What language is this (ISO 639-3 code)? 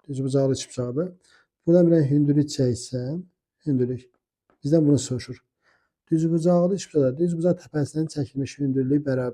aze